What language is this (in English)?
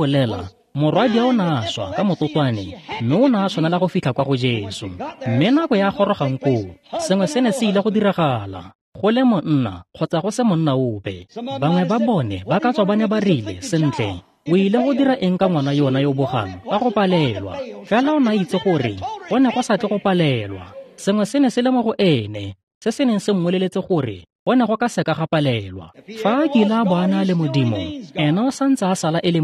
Tswana